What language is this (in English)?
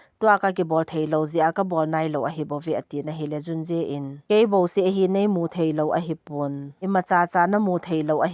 Thado Chin